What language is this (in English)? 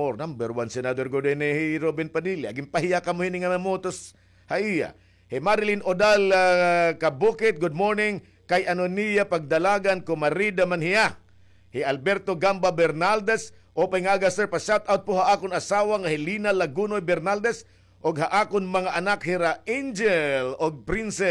Waray